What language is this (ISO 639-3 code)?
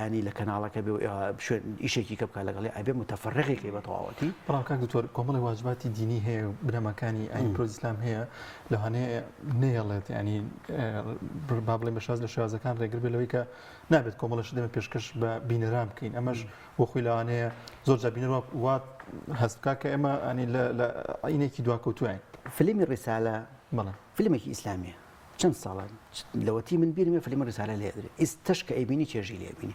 ckb